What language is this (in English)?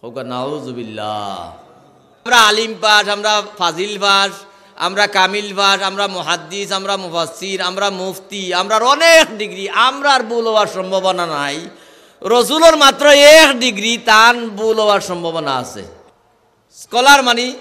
Sylheti